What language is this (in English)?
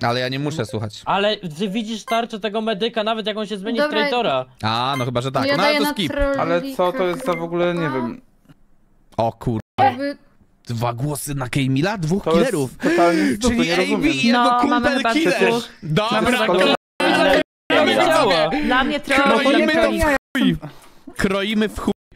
Polish